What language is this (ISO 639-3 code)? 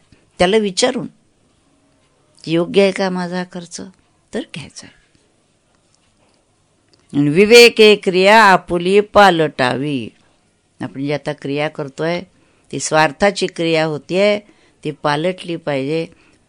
mar